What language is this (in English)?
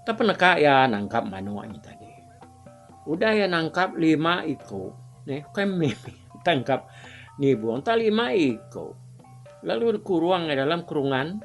Iban